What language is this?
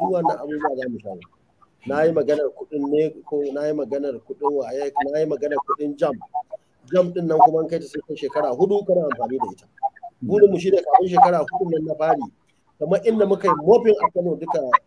Hausa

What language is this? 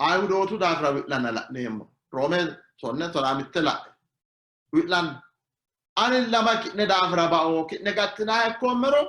Sidamo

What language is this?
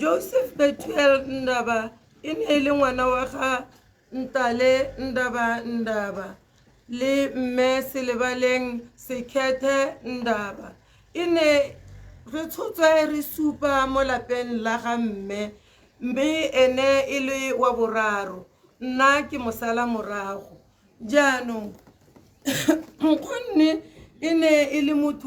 Tswana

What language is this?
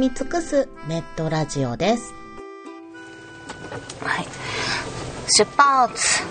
Japanese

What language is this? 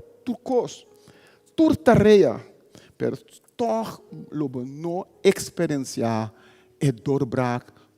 Papiamento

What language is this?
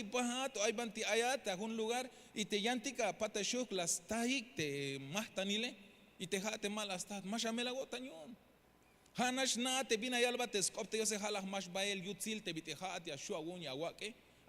Tzeltal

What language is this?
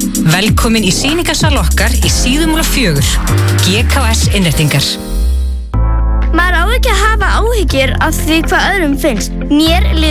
Icelandic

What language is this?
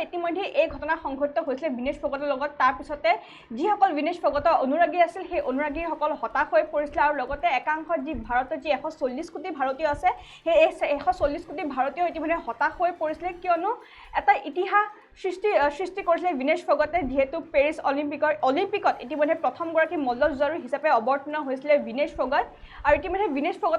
Assamese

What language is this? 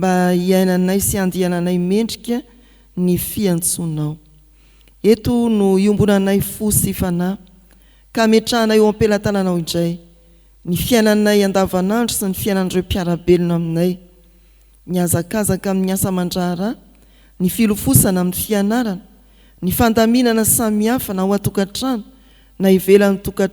Malagasy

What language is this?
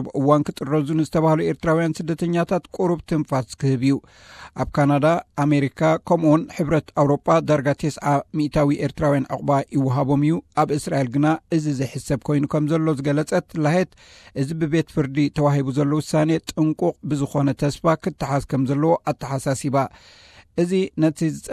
Tigrinya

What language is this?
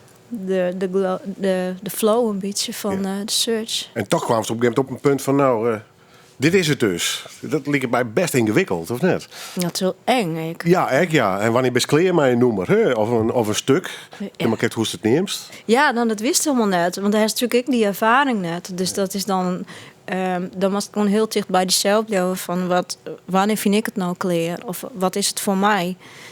Western Frisian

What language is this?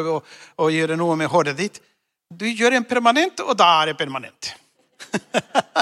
Norwegian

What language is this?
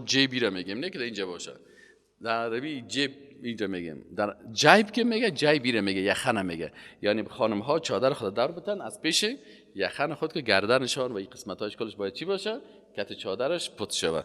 Persian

